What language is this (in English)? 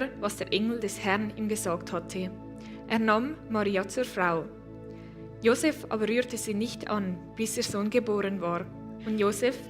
Swiss German